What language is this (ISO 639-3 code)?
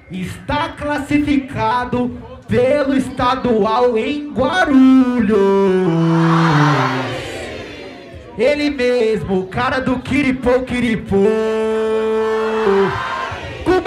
por